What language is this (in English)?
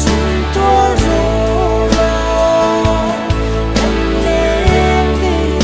Falam Chin